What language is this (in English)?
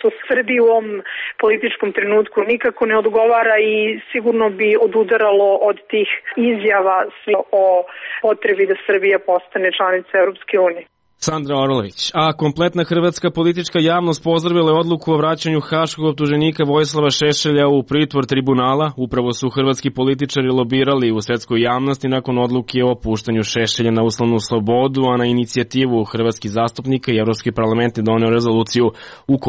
Serbian